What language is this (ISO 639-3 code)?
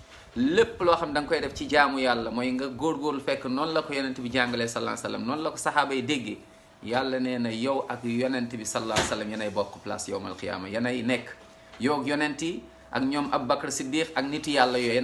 wol